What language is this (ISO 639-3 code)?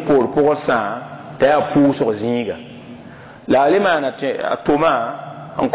mos